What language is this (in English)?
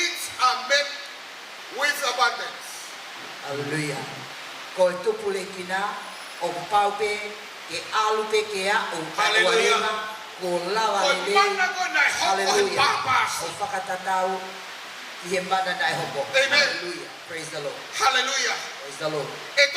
Tongan